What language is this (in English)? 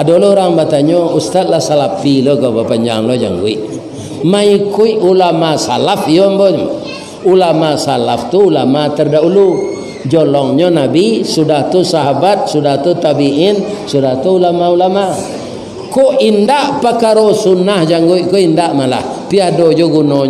Minangkabau